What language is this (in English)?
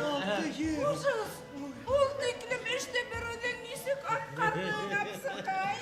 Bashkir